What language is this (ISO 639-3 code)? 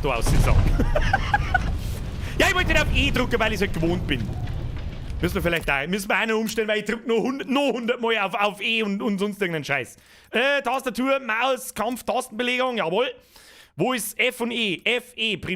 bar